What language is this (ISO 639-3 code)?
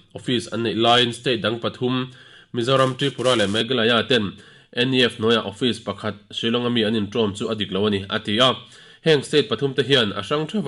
lus